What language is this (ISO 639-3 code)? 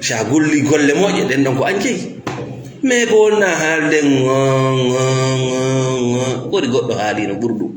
ful